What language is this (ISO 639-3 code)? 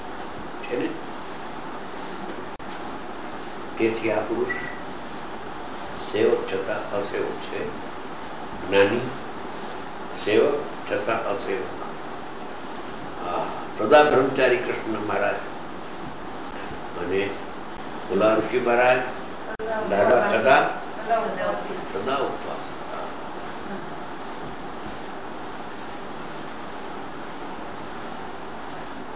guj